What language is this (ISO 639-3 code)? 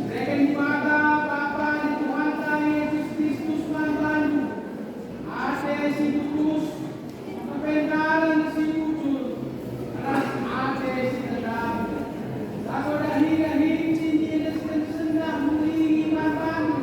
btx